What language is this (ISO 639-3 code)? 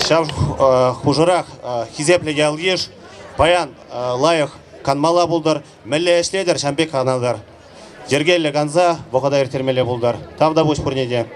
chv